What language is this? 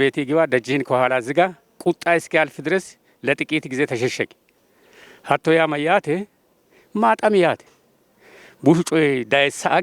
Sidamo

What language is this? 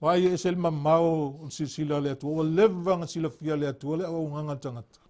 Samoan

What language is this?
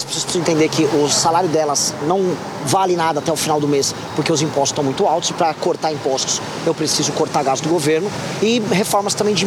Portuguese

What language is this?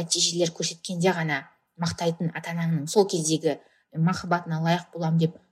Kazakh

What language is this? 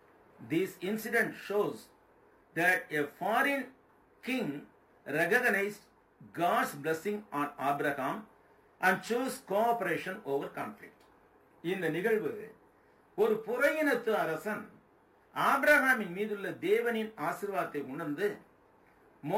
Tamil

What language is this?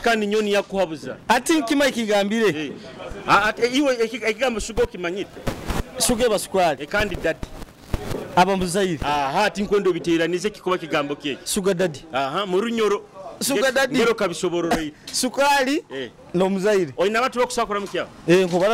Nyoro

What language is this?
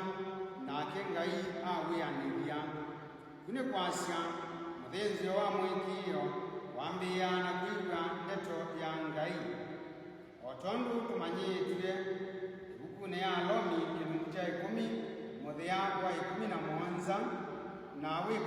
Kamba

